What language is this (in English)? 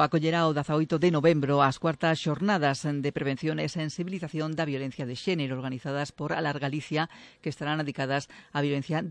Galician